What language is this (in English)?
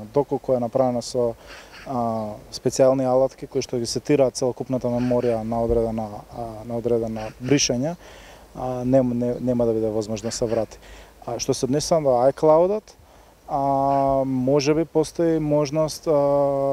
Macedonian